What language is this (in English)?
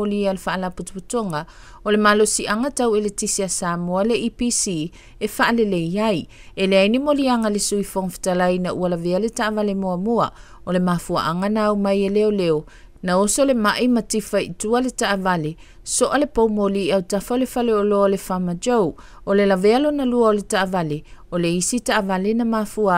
Samoan